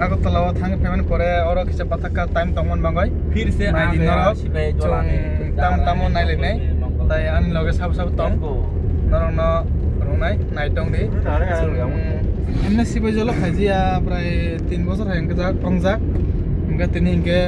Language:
Kok Borok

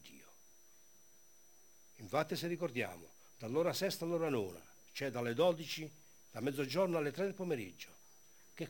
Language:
Italian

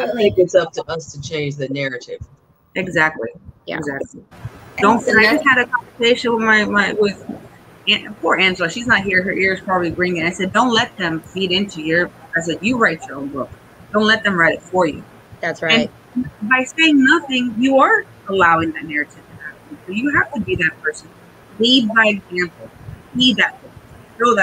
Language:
English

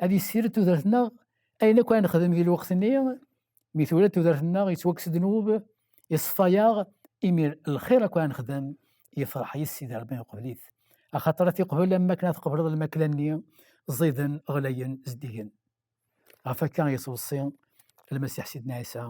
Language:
Kabyle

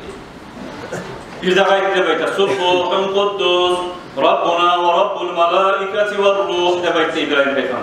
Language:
Kumyk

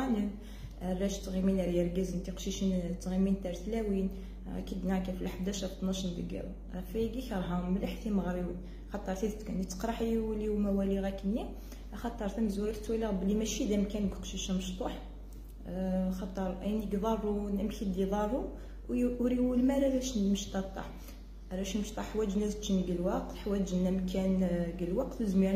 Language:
Kabyle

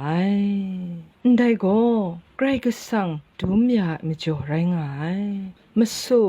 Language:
Kachin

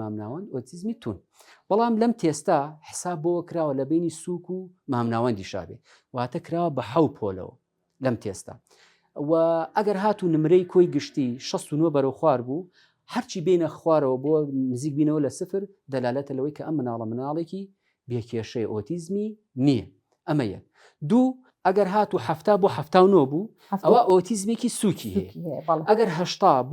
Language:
Central Kurdish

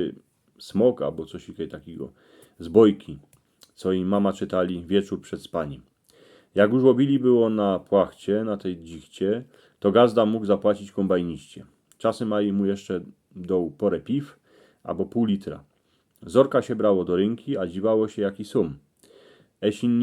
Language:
Silesian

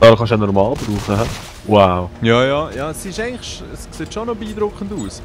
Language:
Swiss German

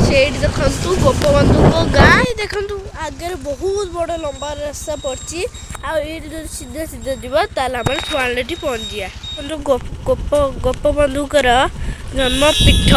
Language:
Odia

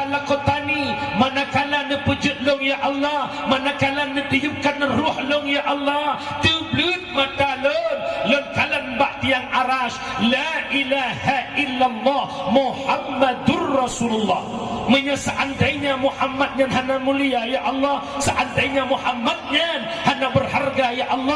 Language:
Achinese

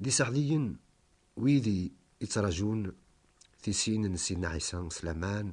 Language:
Kabyle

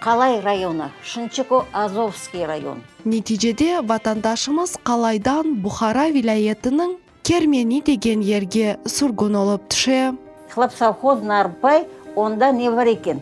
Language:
Crimean Tatar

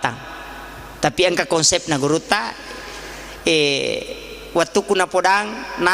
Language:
Buginese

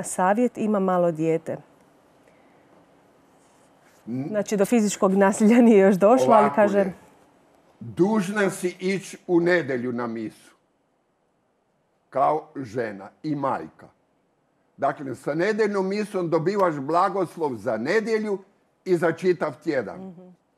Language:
Croatian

